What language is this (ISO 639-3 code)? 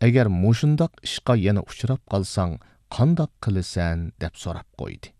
uig